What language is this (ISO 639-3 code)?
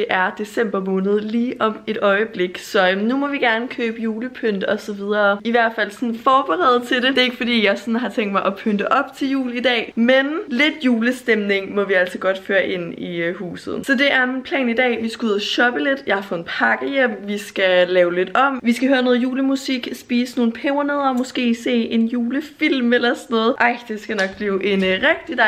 dan